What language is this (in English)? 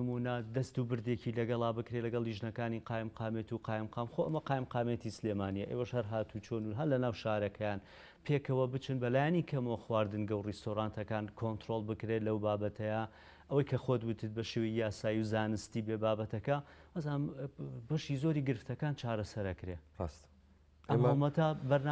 Central Kurdish